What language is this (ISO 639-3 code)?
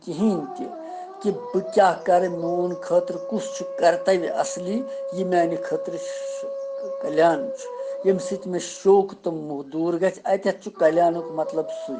kas